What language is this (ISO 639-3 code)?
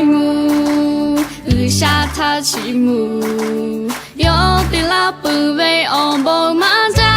lhu